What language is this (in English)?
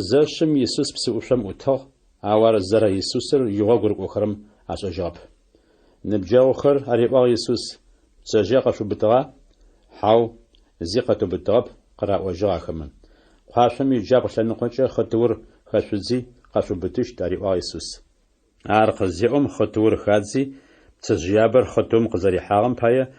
Adyghe